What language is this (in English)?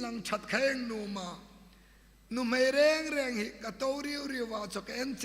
Hmar